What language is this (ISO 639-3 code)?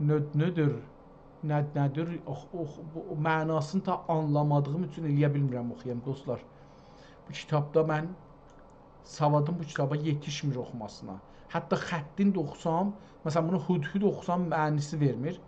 azb